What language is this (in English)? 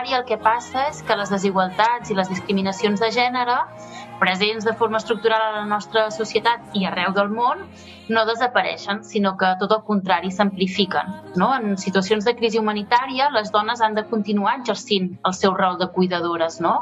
Catalan